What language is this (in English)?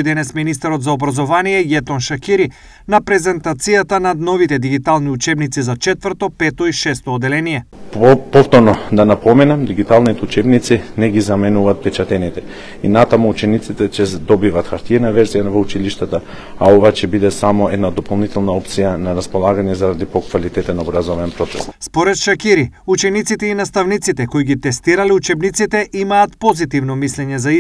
Macedonian